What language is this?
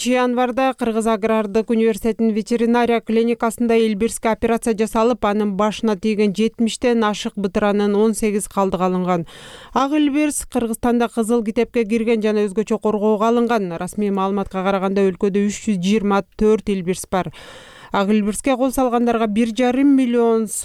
Kyrgyz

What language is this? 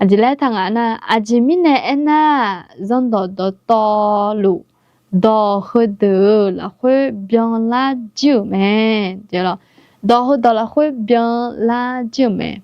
Akha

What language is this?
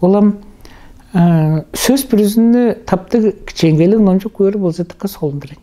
Tuvinian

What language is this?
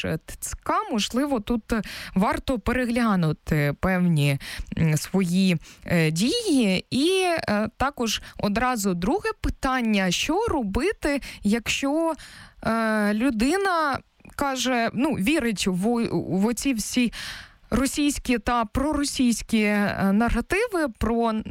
Ukrainian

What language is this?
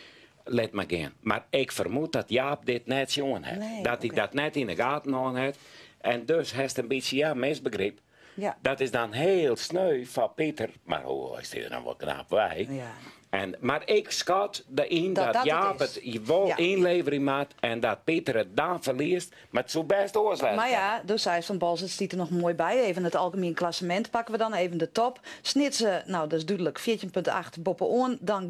Western Frisian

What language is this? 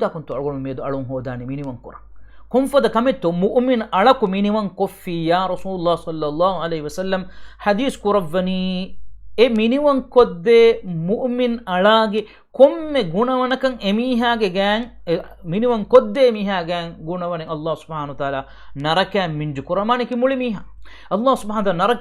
Divehi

